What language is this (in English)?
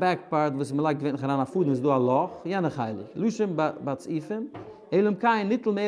Yiddish